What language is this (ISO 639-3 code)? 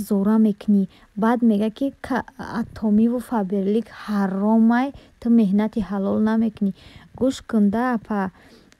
tgk